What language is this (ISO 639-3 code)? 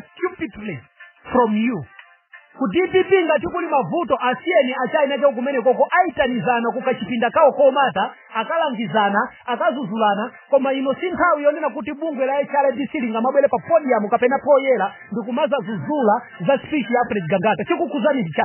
nya